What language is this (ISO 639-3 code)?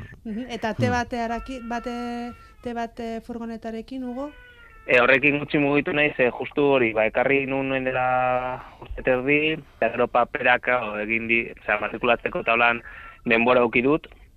eus